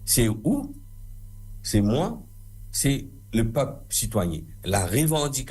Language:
Morisyen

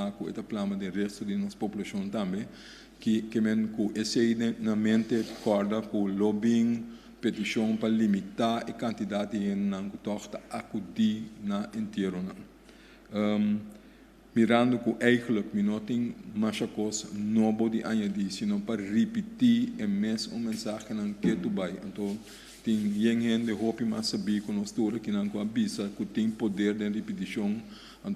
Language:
Papiamento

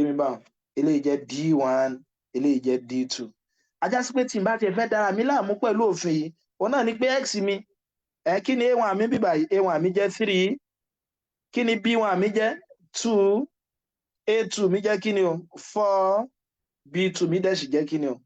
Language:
Yoruba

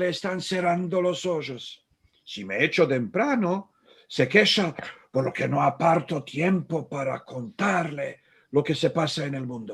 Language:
Ladino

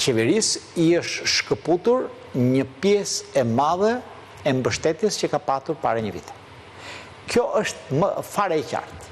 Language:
Albanian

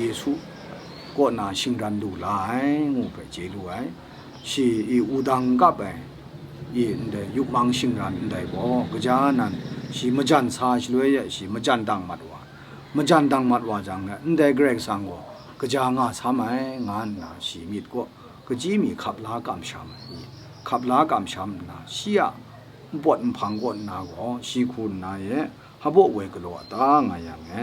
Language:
Kachin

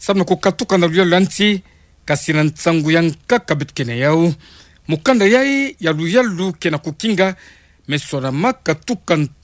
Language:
Kituba (Democratic Republic of Congo)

